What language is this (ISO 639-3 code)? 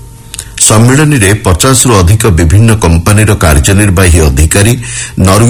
ori